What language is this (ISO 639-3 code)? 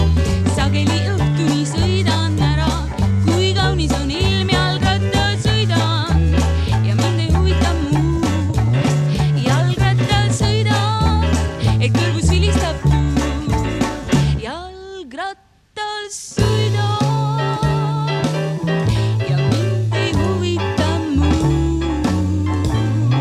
est